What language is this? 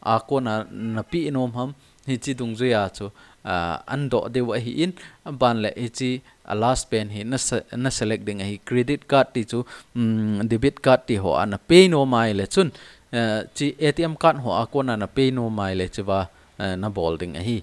Thado Chin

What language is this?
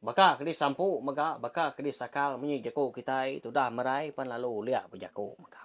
Iban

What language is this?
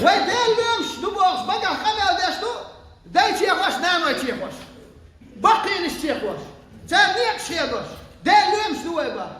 Chechen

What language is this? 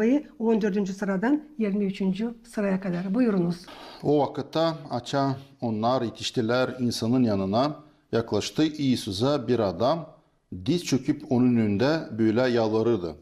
Gagauz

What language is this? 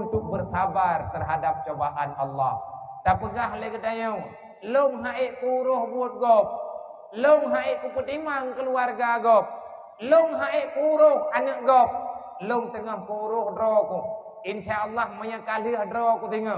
Achinese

